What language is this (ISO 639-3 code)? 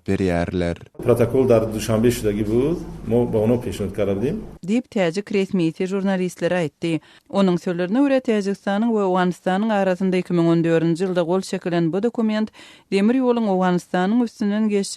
tuk